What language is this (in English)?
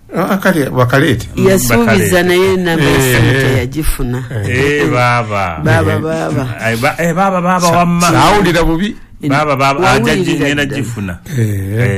Ganda